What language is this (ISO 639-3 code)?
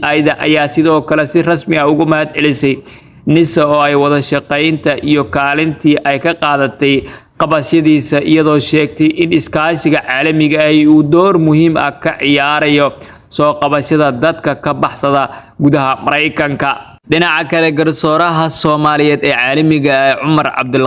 som